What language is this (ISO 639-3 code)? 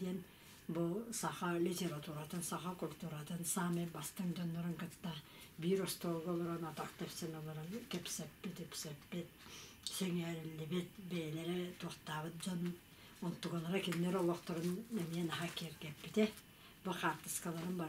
sah